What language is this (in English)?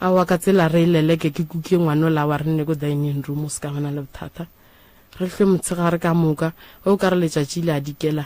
Northern Sotho